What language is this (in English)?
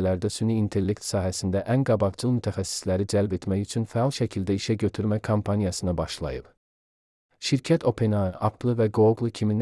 Azerbaijani